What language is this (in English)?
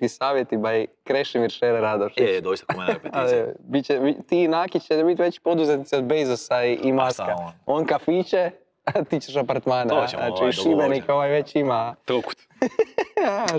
Croatian